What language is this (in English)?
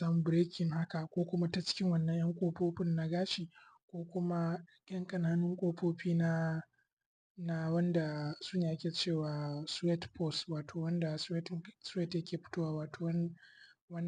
Hausa